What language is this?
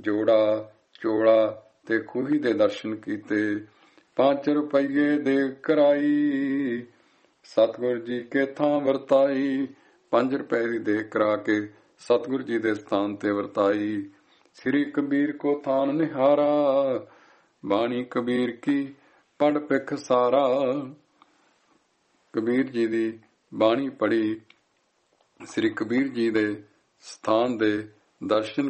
Punjabi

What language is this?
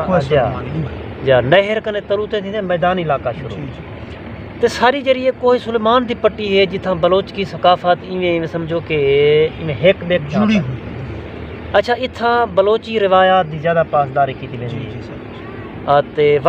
Saraiki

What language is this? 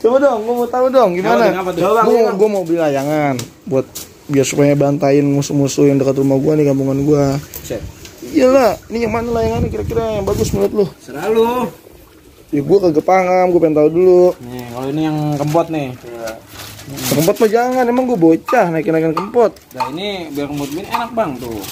Betawi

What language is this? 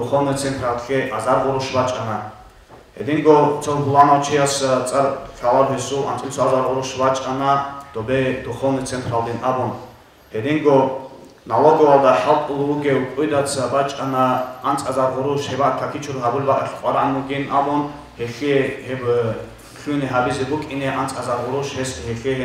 Avaric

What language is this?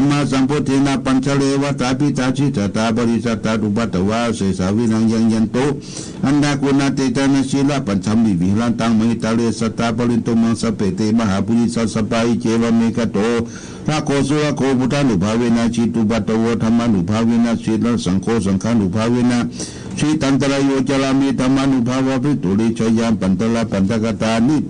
Pali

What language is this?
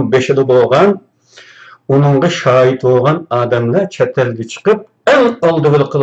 Uyghur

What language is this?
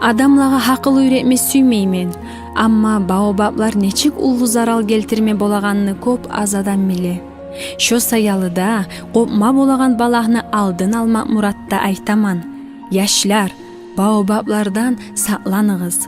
Kumyk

